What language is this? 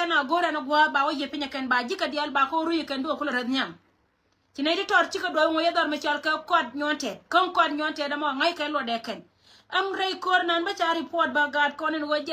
Nuer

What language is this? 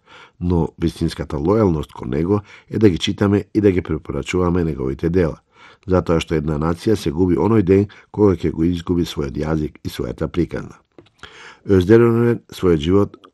Macedonian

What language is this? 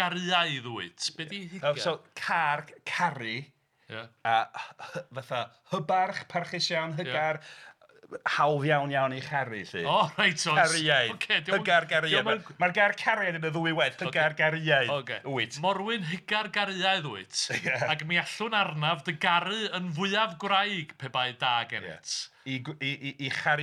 Welsh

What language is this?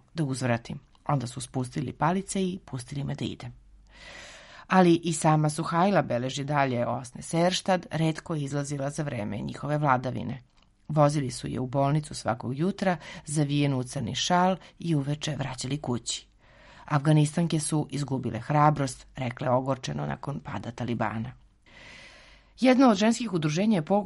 Serbian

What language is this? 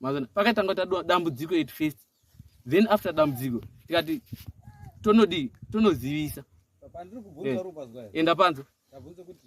Shona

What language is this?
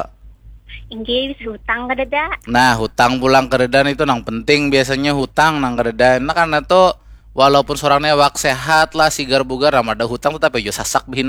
Banjar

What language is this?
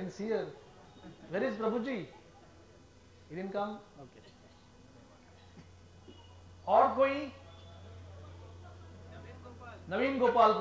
Hindi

